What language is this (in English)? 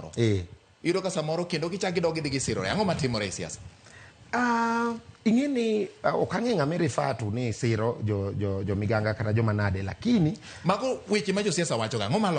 Luo (Kenya and Tanzania)